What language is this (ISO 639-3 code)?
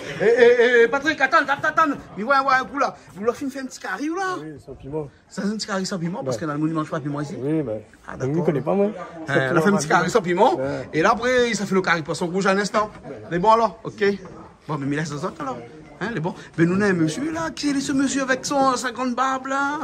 rcf